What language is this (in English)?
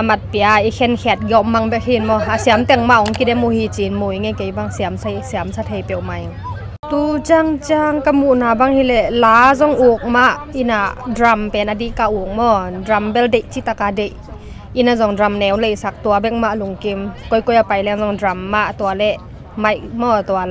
Tedim Chin